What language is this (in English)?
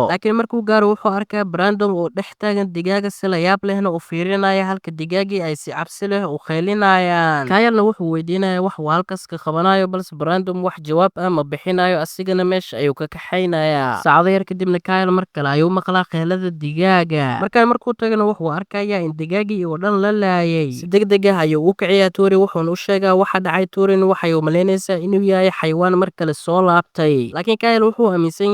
Somali